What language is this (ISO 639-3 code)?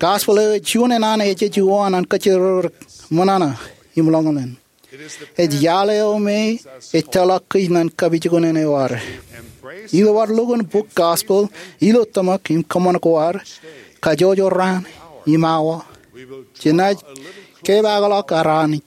mah